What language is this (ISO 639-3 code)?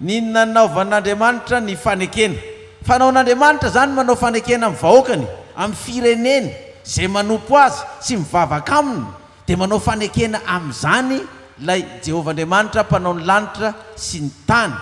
mlg